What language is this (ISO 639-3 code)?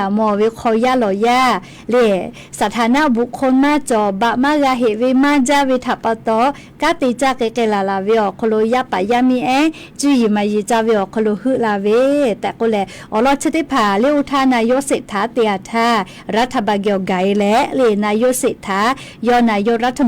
lhu